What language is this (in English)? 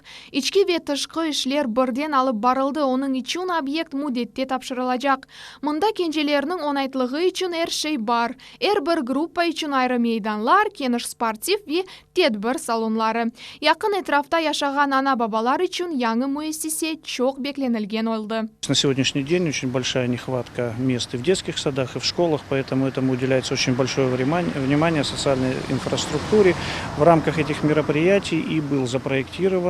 Crimean Tatar